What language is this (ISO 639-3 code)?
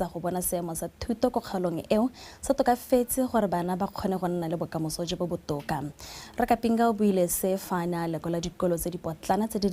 tsn